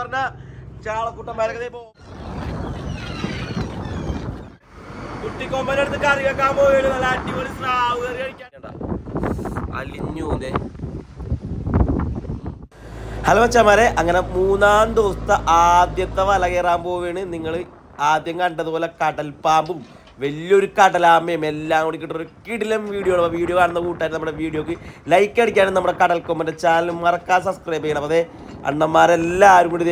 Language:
Malayalam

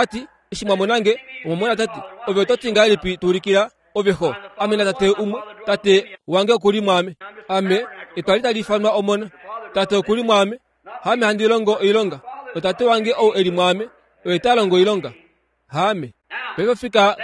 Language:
Kuanyama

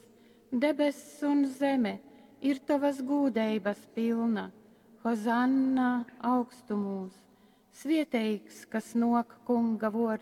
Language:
Latgalian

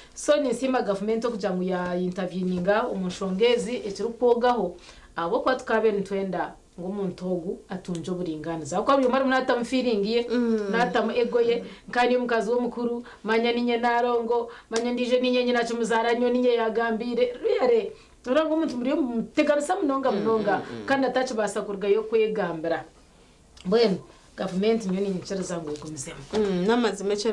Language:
Nyankole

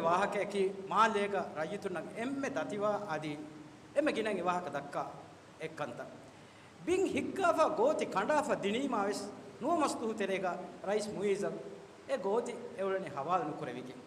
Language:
Divehi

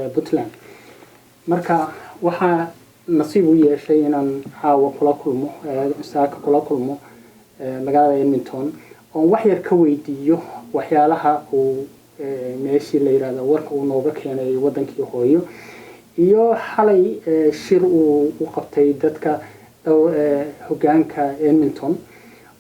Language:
Somali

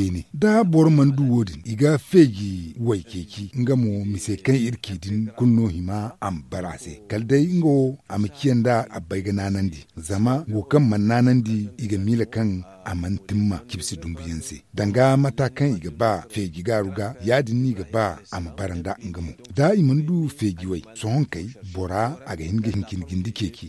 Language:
Zarma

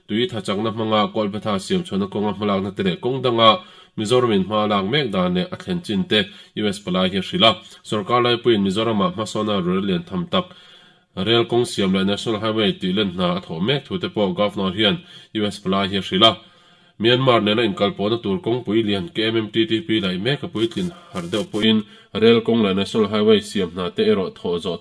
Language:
Mizo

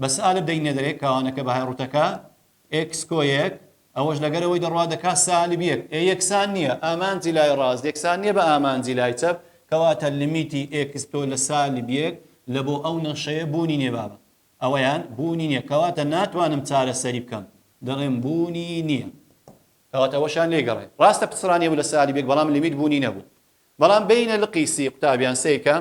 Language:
Central Kurdish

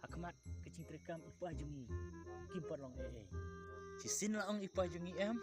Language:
Khasi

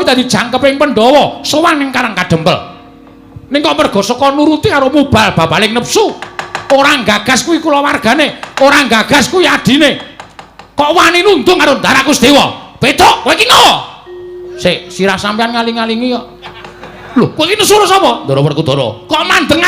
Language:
Javanese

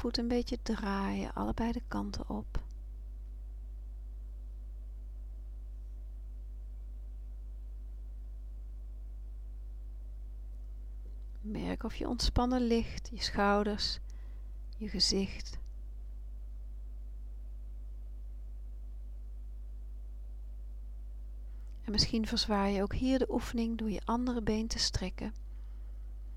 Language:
Dutch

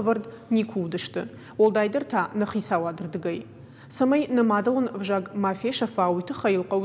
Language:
Ossetic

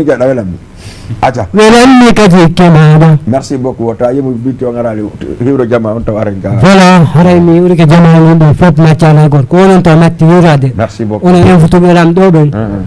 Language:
Fula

